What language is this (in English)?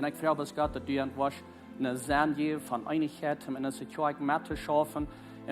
Plautdietsch